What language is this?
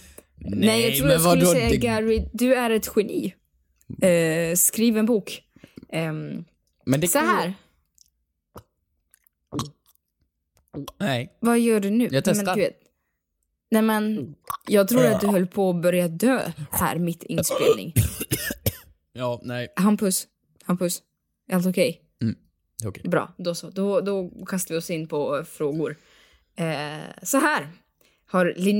Swedish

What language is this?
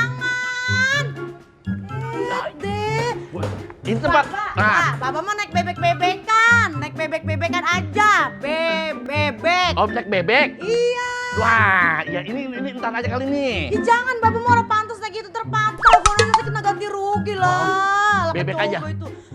Betawi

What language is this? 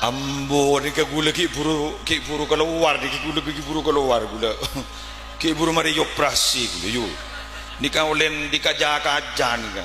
Madurese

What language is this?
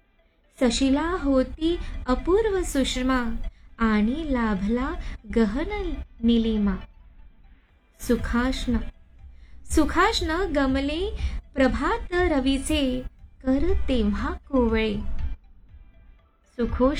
Marathi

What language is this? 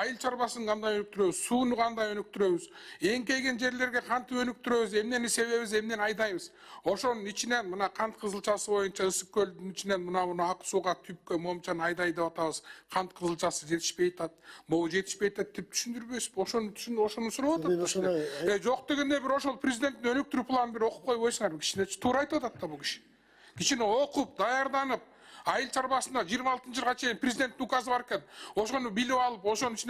Kyrgyz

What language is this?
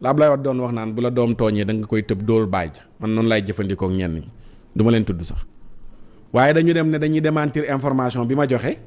Wolof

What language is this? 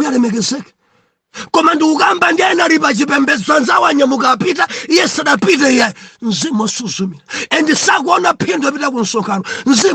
Nyanja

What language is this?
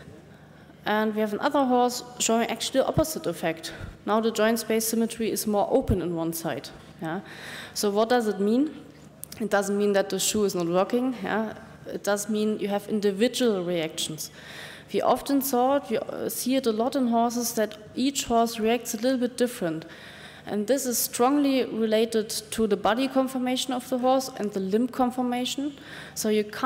English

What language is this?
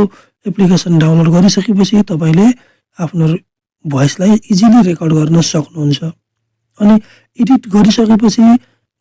Nepali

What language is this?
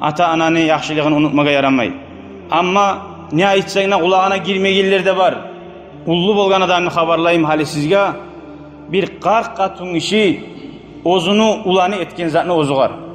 Kumyk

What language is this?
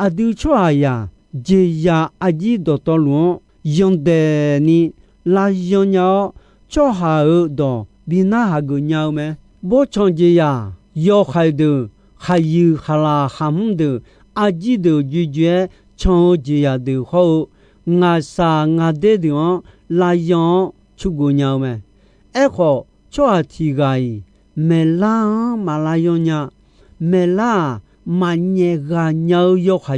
Akha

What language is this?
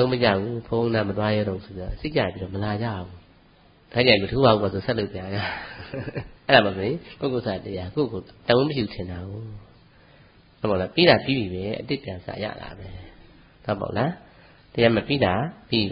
Burmese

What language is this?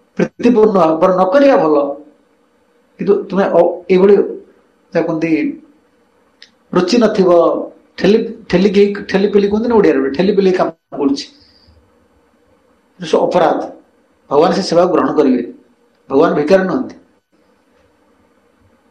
Odia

